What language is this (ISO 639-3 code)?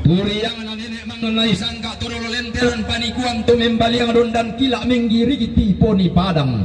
sda